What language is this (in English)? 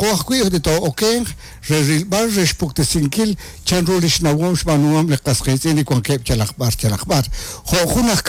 Kekchí